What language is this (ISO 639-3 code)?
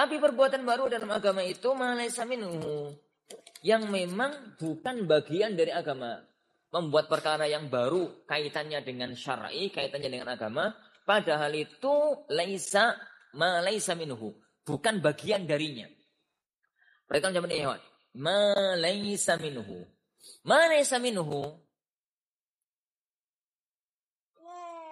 ind